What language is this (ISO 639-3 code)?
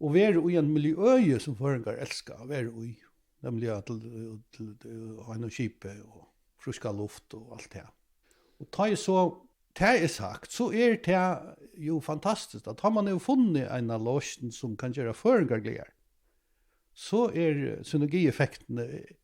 fao